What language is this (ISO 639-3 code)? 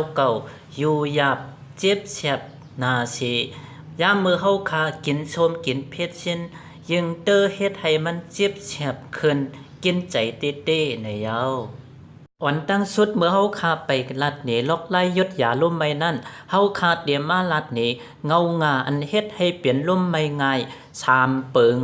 shn